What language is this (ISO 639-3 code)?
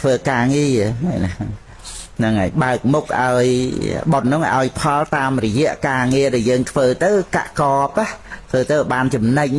khm